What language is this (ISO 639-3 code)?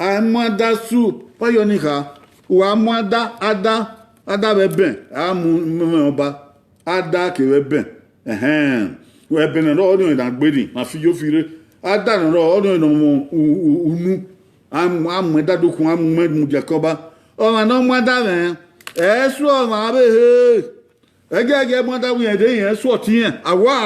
bin